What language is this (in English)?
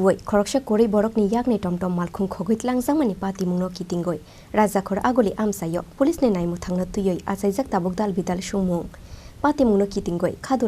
Kok Borok